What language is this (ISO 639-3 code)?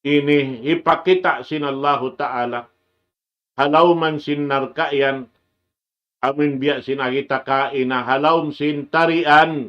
tsg